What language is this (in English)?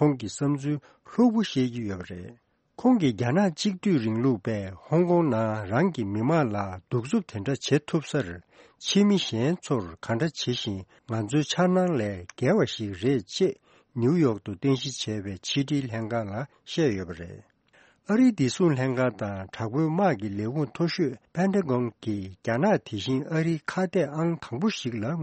Tibetan